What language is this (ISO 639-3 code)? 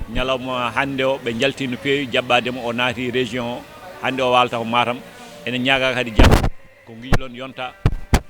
ful